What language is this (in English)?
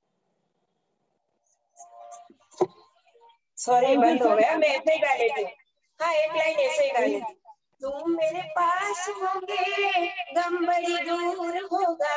Hindi